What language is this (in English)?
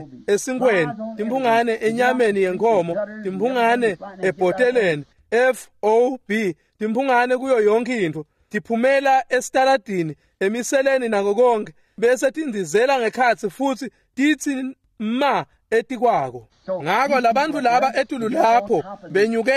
Swati